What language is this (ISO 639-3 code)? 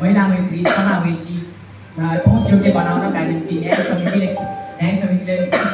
nep